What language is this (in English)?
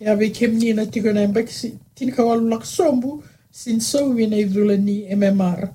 Fijian